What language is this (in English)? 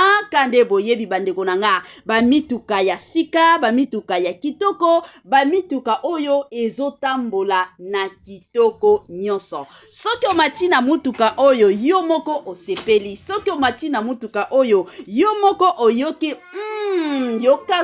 Lingala